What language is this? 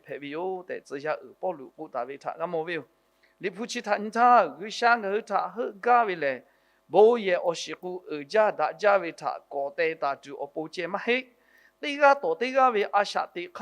Lahu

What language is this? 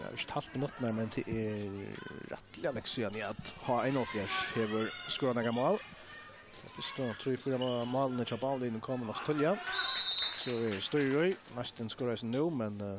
Faroese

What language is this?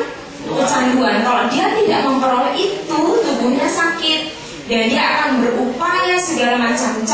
Indonesian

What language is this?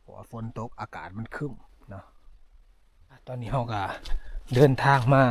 Lao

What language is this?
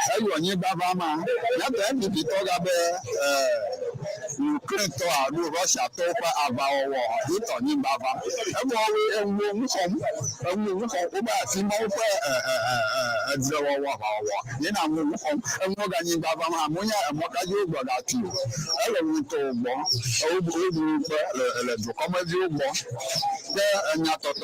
Ewe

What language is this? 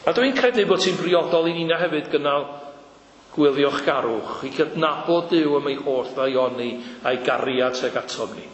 Welsh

